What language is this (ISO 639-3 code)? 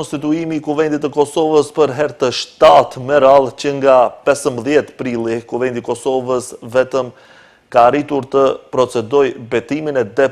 sqi